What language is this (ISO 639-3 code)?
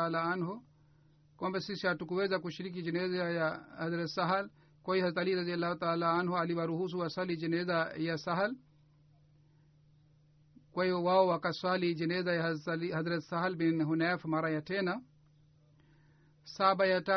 swa